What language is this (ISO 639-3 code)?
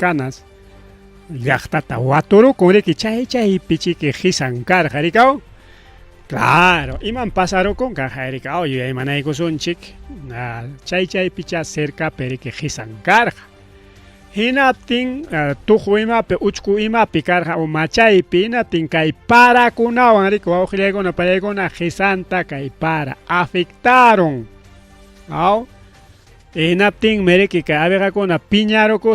quy